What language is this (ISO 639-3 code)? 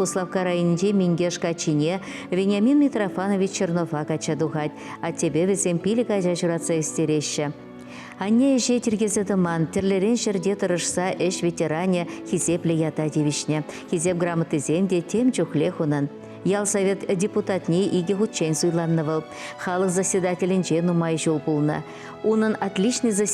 chv